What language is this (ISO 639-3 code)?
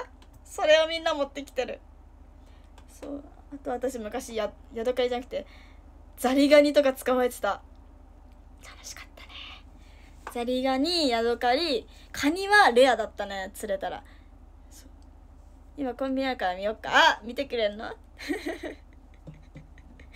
jpn